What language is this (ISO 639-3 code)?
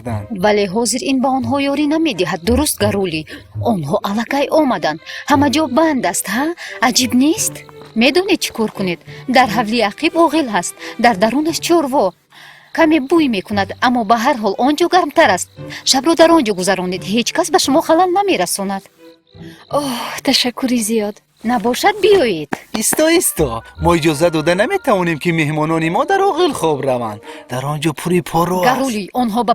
tgk